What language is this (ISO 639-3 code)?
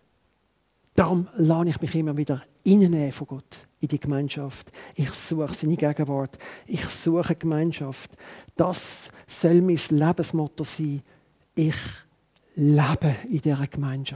deu